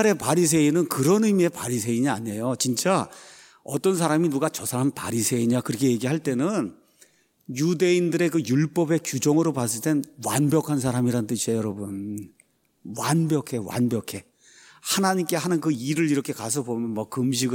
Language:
Korean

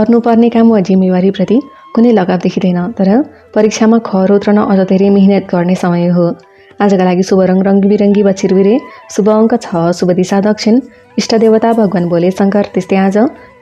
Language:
Nepali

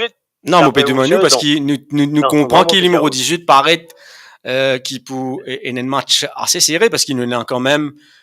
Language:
Morisyen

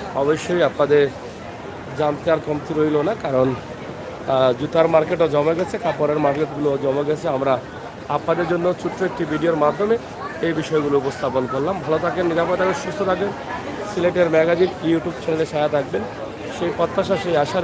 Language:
Sylheti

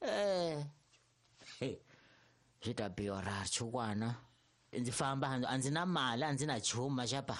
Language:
Tsonga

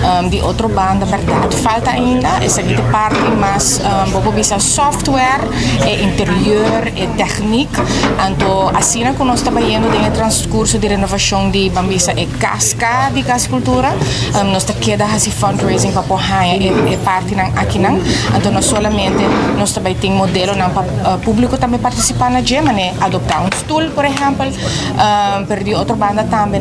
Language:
Papiamento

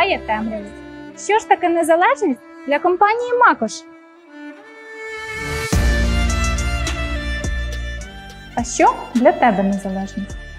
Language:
Ukrainian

